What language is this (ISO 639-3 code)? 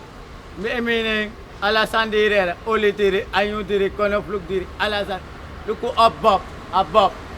srn